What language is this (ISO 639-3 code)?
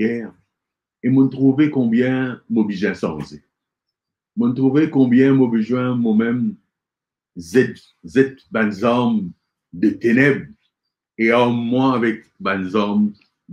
mfe